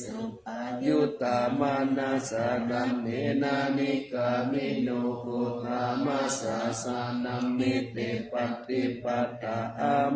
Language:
Pali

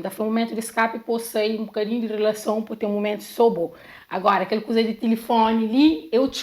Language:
Kabuverdianu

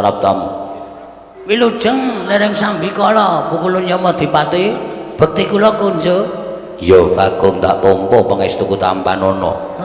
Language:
Javanese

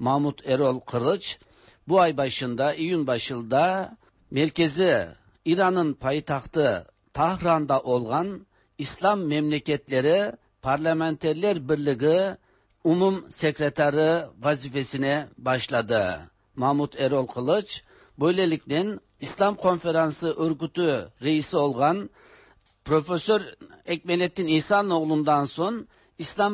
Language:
Tatar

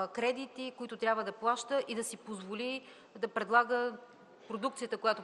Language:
Bulgarian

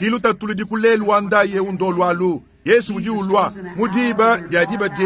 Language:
Luba-Lulua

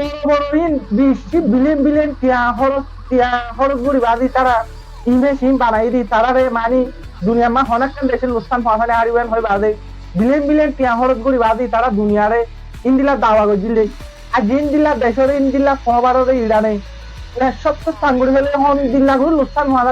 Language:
Rohingya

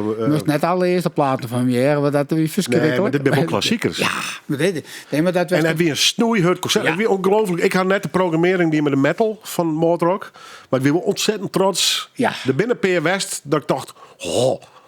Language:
Western Frisian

